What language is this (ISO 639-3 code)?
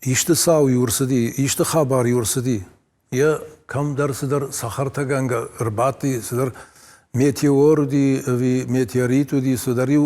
oss